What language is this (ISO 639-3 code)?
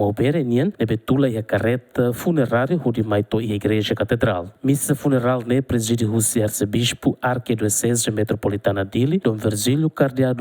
tet